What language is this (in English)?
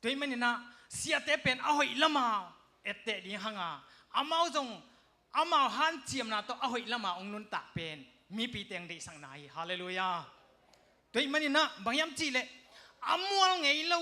Tedim Chin